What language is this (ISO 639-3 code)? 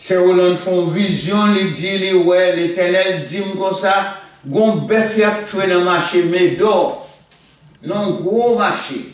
hat